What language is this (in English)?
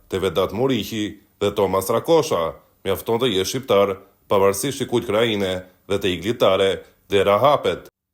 Albanian